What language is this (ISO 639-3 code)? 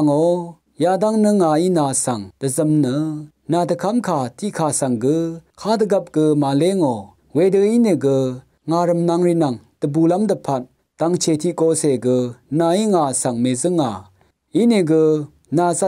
raw